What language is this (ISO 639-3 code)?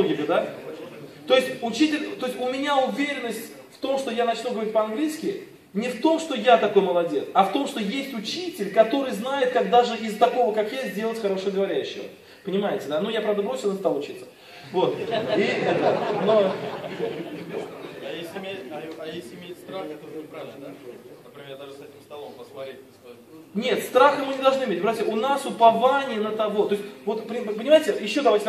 rus